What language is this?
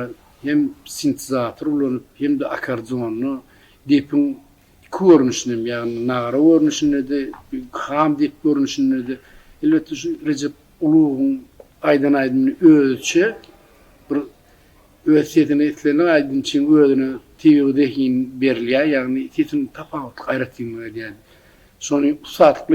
Turkmen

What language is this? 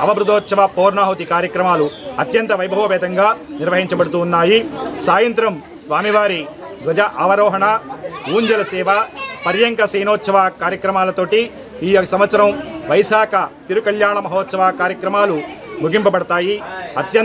Telugu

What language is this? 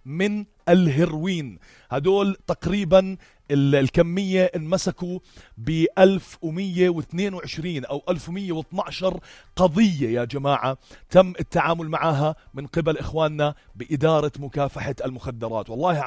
North Levantine Arabic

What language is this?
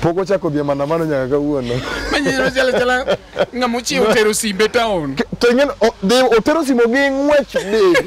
Luo (Kenya and Tanzania)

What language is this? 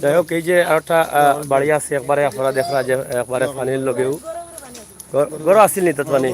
Sylheti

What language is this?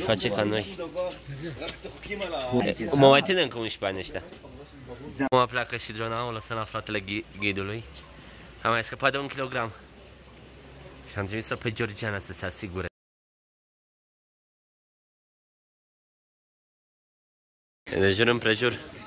Romanian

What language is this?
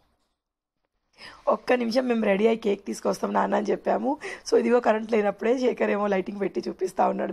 Telugu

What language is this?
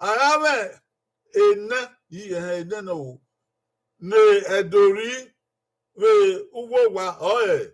Bini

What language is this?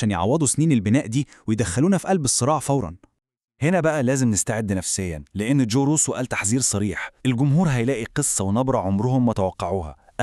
Egyptian Arabic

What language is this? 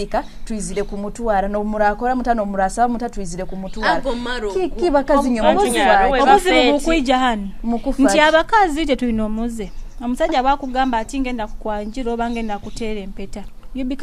Nyoro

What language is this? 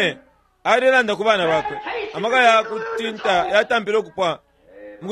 Bemba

